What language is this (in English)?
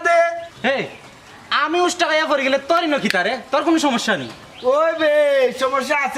Sylheti